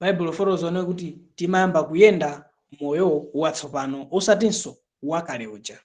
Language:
Nyanja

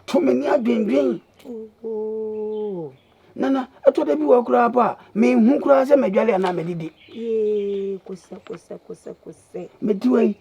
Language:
Akan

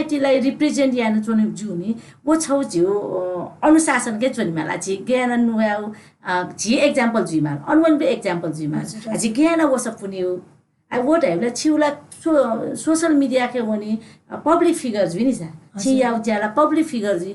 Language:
Newari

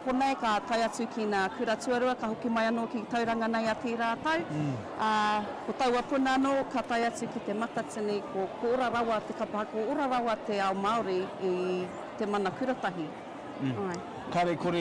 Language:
Māori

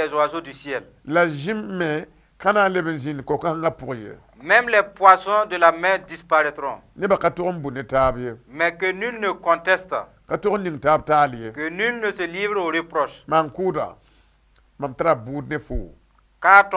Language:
Mossi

